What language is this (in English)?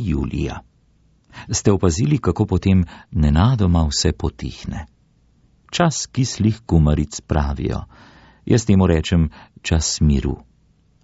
Slovenian